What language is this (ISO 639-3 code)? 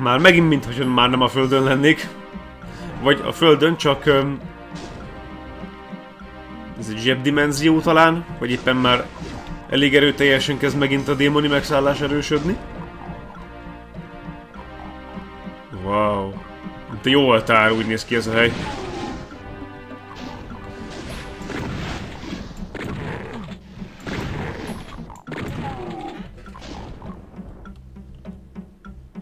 hun